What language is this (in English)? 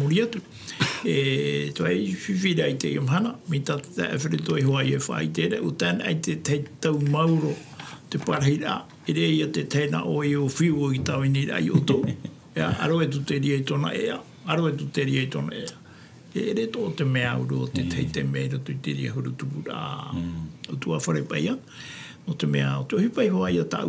Tahitian